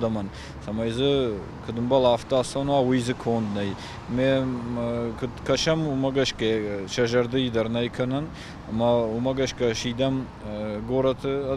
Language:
Ossetic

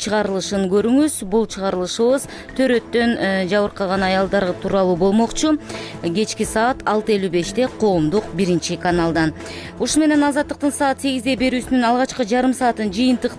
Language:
Kyrgyz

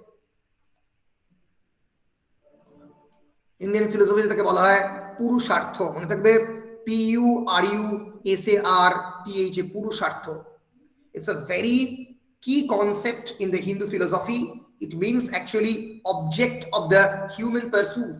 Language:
Bangla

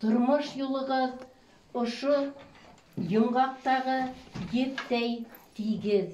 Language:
Bashkir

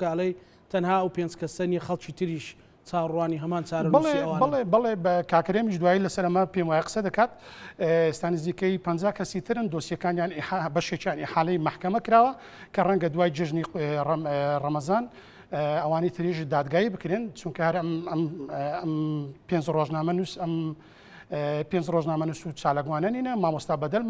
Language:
Central Kurdish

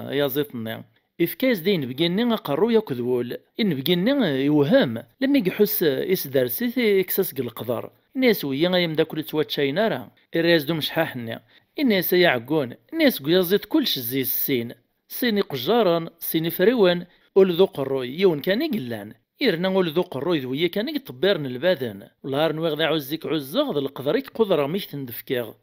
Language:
Kabyle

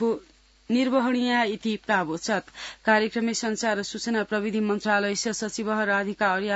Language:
Sanskrit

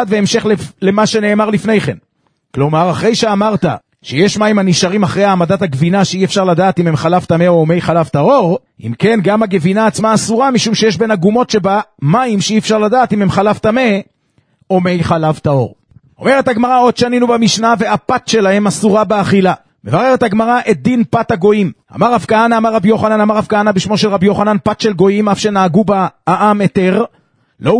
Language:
Hebrew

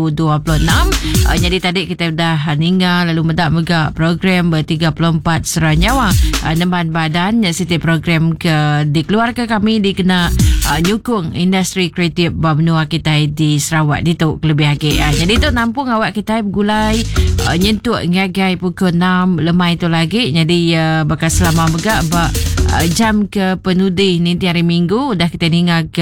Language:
Iban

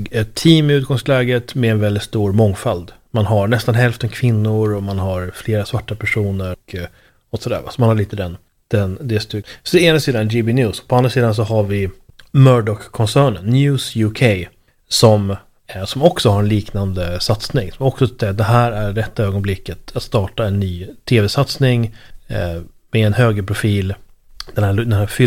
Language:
Swedish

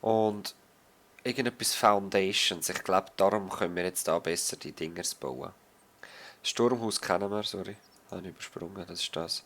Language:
Swiss German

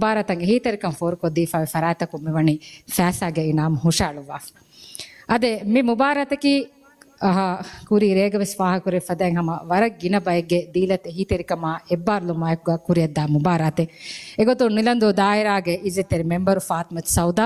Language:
Divehi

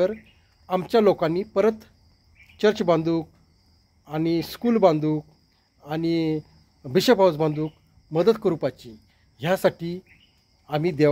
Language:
Konkani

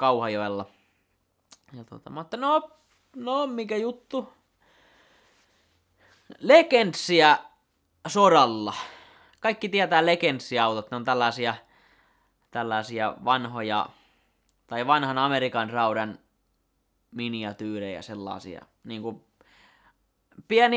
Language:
Finnish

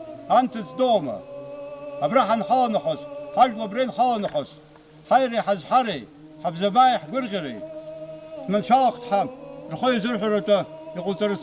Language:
Abkhazian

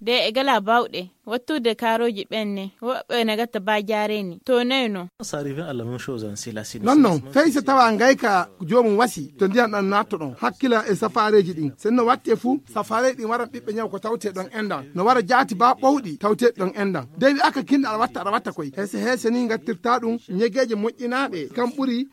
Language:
Nigerian Fulfulde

